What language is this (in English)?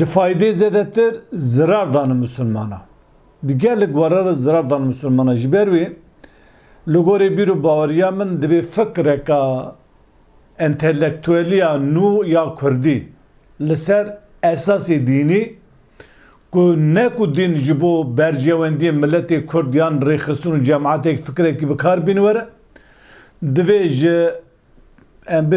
Kurdish